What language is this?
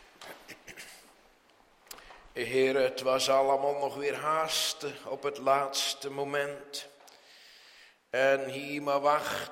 Dutch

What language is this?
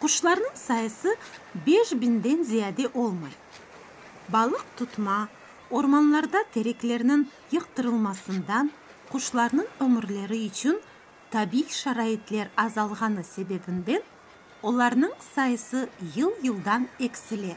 Crimean Tatar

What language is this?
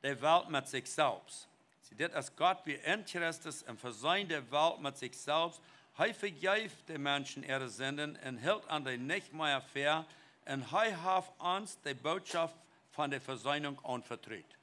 Plautdietsch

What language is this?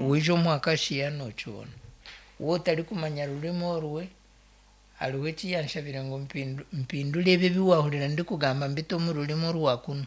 Nyankole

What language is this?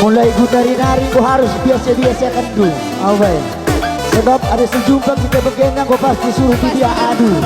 Batak Karo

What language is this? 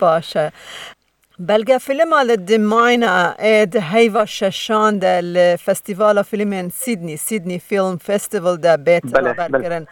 Kurdish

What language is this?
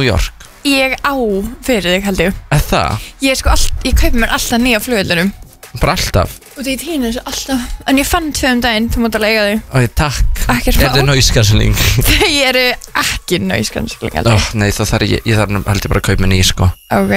Icelandic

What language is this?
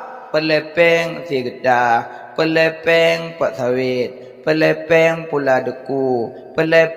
Achinese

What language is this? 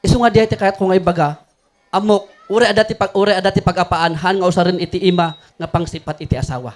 Iloko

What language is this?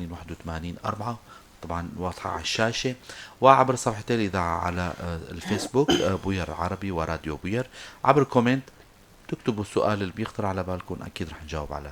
North Levantine Arabic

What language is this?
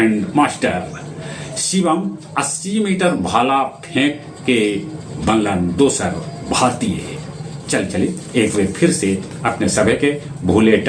Magahi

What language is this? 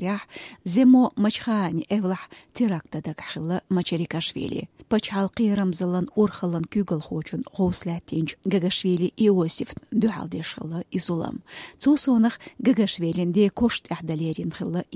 Chechen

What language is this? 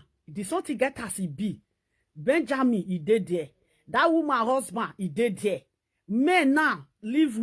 Nigerian Pidgin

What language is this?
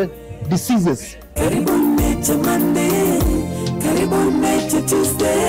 Kamba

